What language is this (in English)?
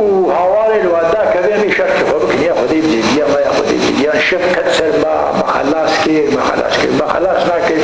Kurdish